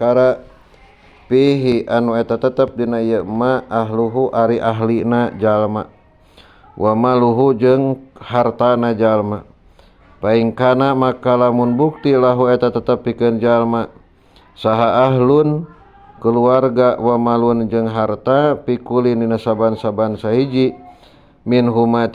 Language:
Sundanese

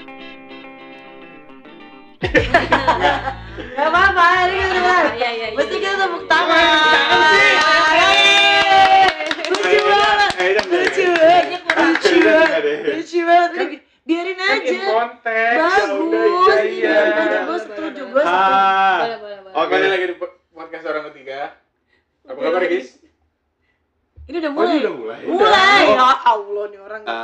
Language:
Indonesian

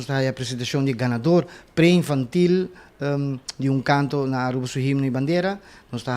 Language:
Papiamento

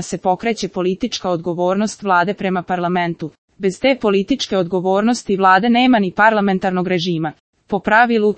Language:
Serbian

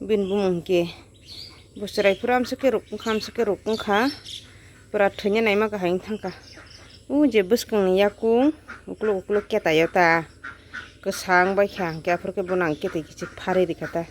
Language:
Kok Borok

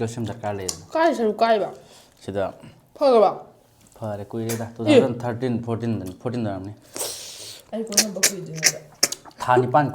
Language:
Manipuri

